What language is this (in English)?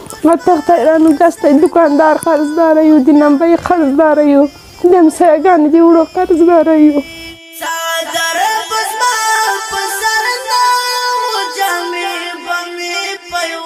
Pashto